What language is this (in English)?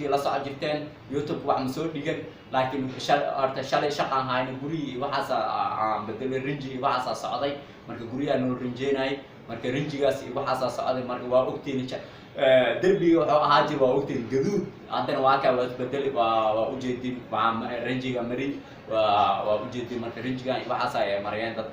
Somali